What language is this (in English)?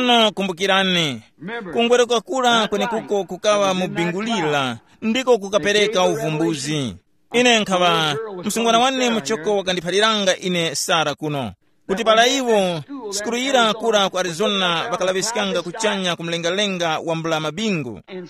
Tumbuka